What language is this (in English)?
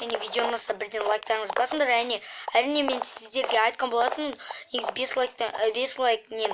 Kazakh